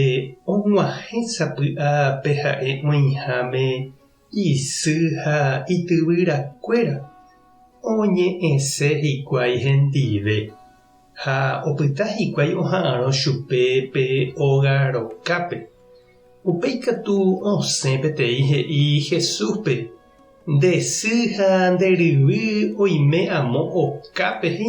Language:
Guarani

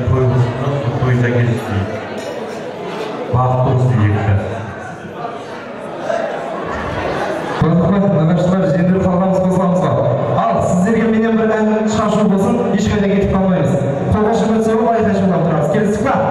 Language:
Kazakh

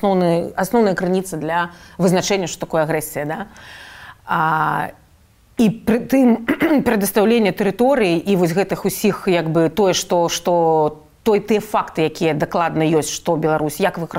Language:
Belarusian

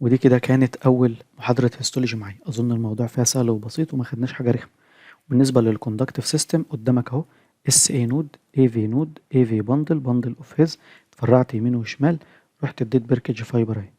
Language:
Egyptian Arabic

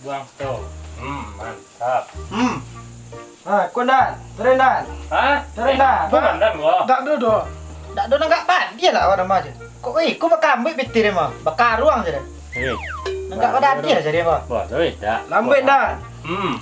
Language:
Minangkabau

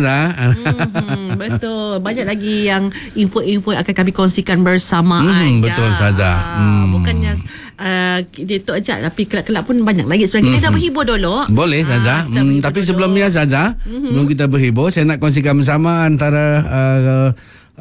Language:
Malay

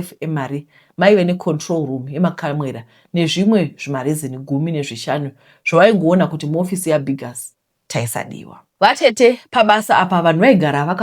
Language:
Shona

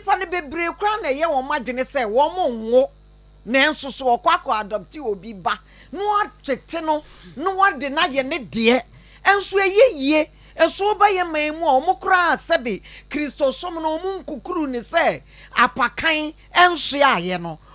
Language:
Akan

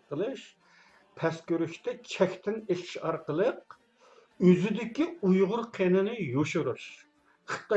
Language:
Uyghur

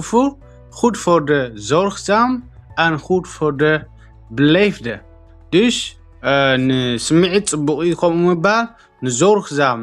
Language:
Tigrinya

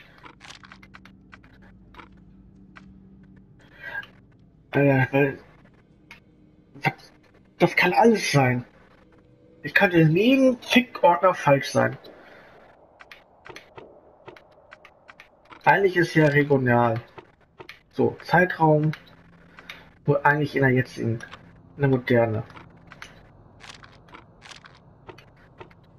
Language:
German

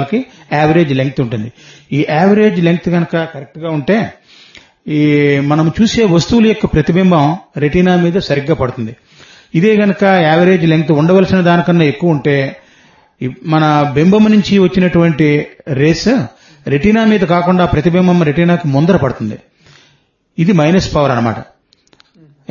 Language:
Telugu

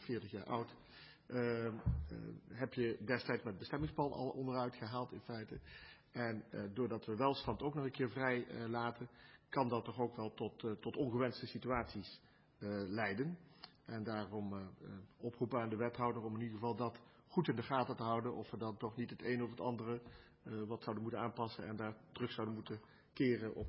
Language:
Dutch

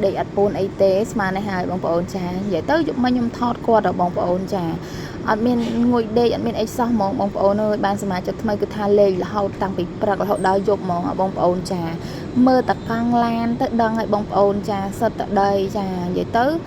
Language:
Khmer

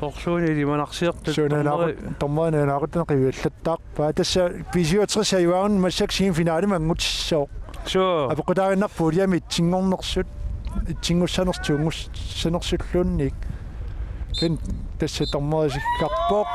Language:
Kalaallisut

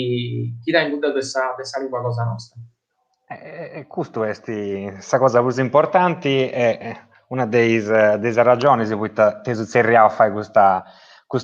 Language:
Sardinian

